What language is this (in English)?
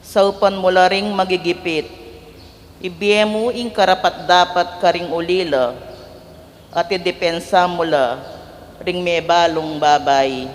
Pampanga